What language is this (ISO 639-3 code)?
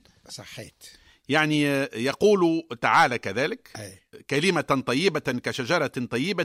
aeb